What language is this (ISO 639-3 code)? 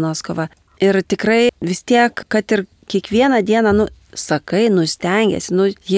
lit